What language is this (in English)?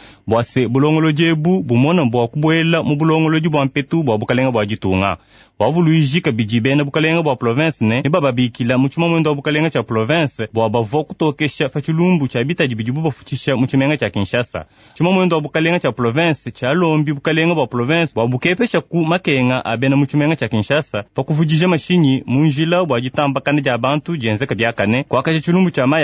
Luba-Lulua